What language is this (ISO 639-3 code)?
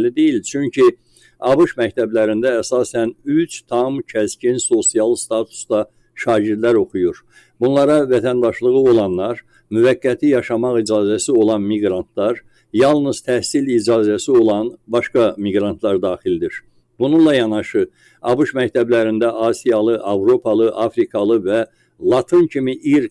aze